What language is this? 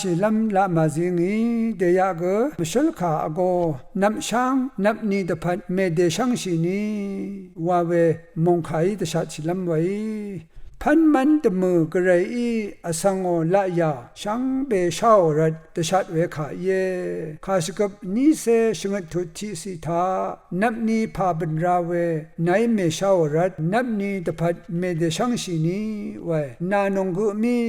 Rawang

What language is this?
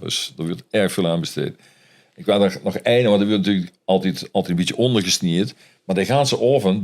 Limburgish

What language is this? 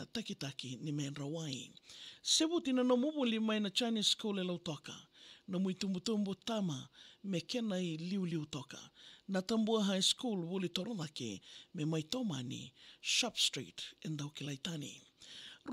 Fijian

